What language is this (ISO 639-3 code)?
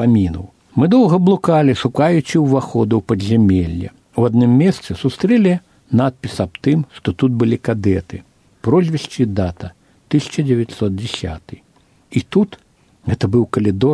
bel